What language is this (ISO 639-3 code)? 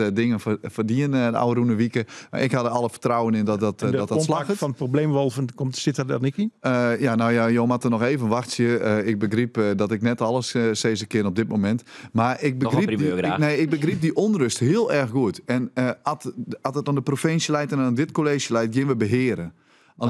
fry